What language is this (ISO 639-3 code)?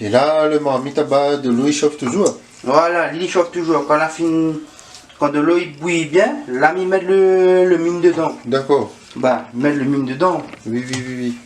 rcf